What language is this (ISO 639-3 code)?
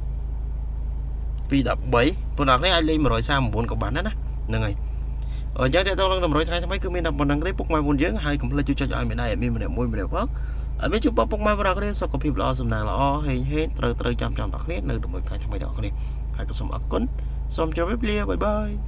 khm